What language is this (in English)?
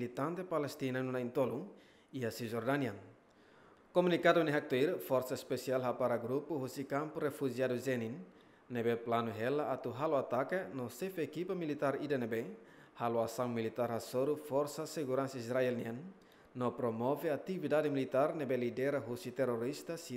Tetum